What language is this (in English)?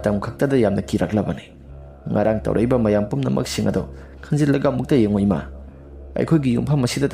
Manipuri